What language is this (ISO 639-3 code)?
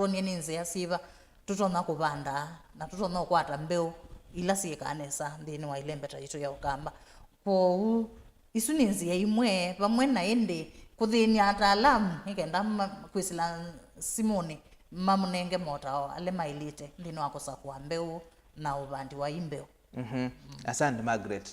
kam